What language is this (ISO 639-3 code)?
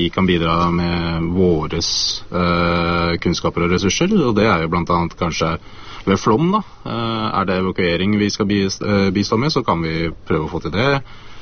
nor